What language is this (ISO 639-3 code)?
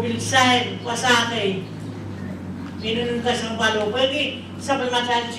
pon